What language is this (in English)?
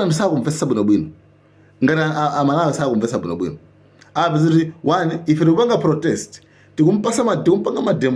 Nyanja